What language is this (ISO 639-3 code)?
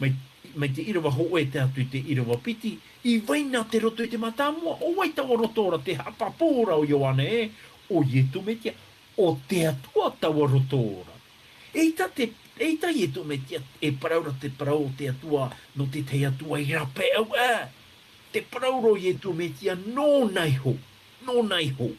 tah